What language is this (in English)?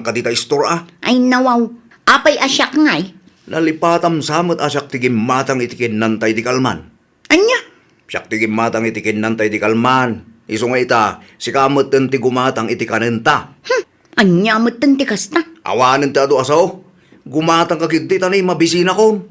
Iloko